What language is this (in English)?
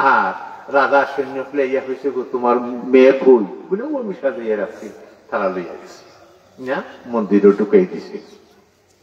Bangla